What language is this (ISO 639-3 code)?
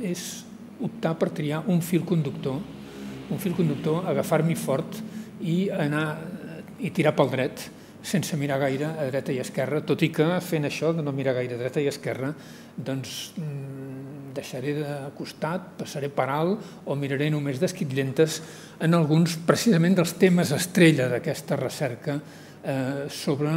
cat